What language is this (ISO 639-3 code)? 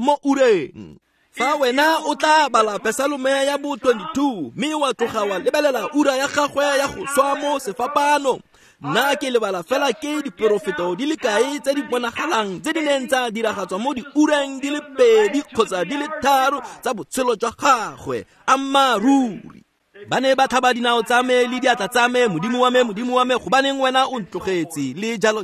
tsn